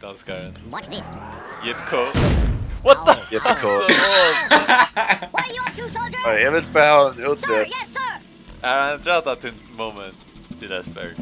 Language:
Faroese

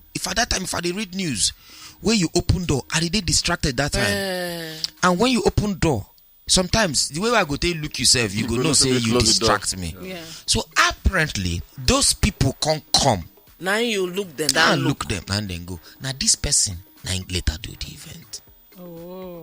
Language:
Nigerian Pidgin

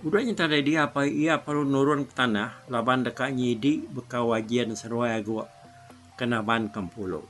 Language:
Iban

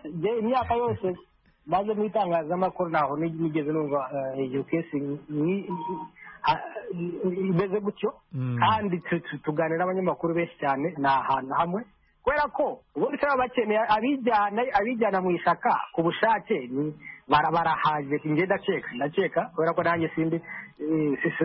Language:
Kinyarwanda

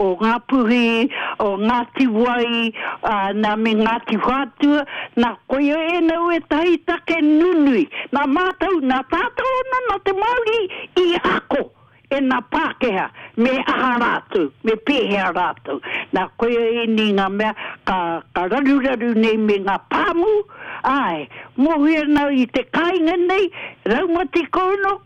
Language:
Māori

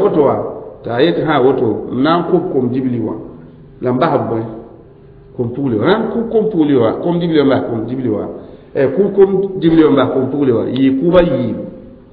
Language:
Mossi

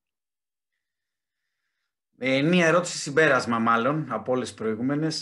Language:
Greek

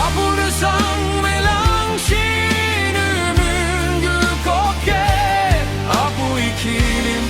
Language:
Yimchungru Naga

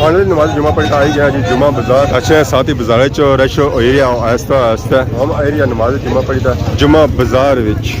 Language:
Pahari-Potwari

